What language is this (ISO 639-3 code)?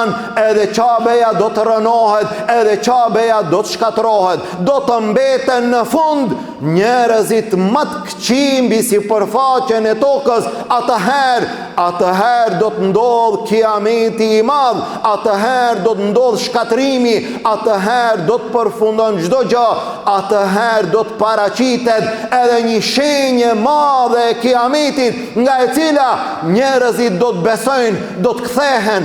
sqi